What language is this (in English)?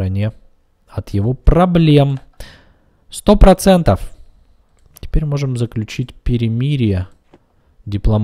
Russian